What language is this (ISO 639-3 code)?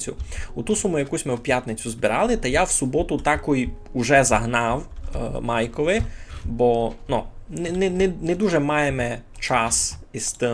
rue